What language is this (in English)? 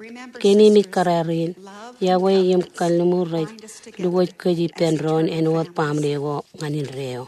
Marshallese